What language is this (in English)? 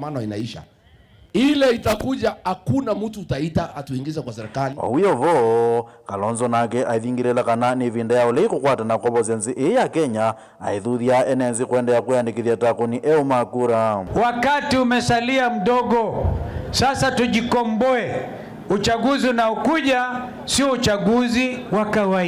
Kamba